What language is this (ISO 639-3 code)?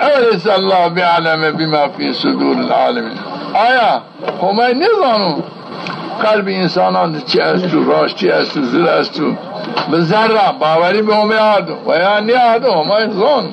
zza